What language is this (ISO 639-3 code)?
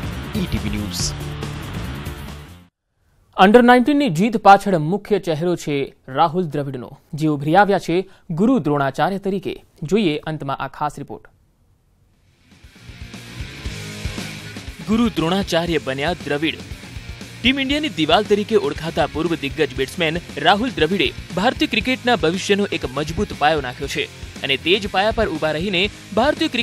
guj